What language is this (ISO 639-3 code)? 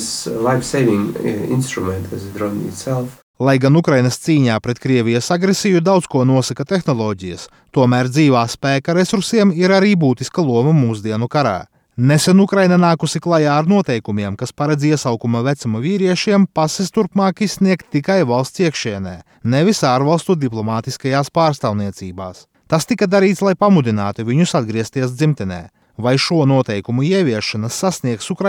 lav